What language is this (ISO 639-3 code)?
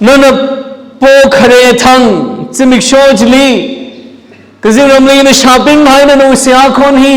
nmf